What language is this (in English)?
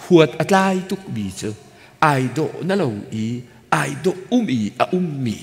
Hakha Chin